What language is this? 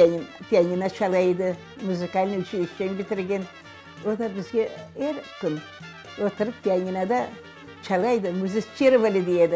Crimean Tatar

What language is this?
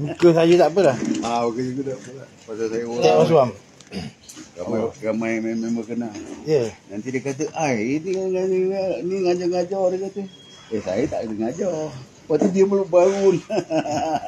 Malay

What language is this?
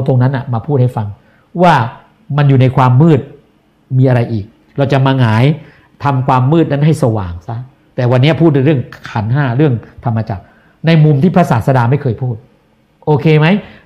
Thai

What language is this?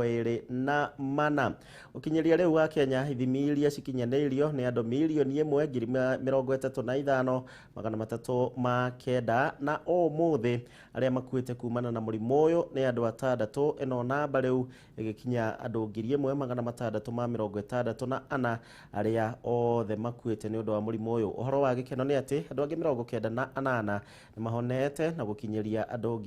Kikuyu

